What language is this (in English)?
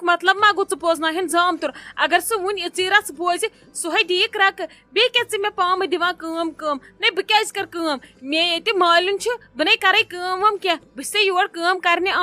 Kashmiri